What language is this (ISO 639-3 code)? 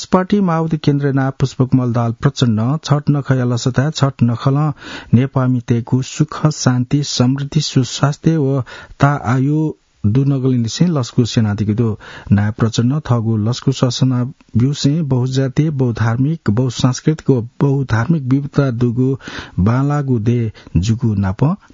new